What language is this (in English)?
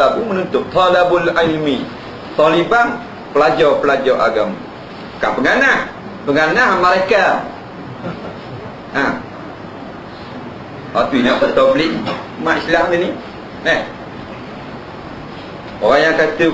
Malay